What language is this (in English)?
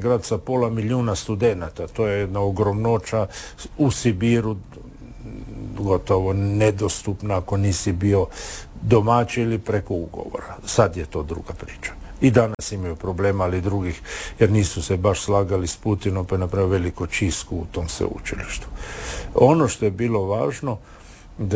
Croatian